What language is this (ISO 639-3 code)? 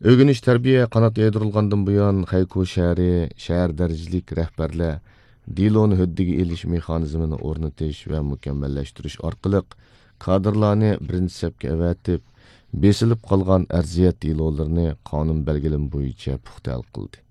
uig